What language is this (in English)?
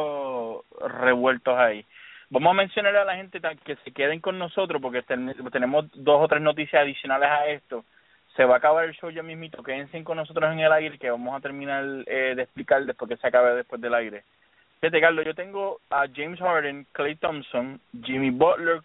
Spanish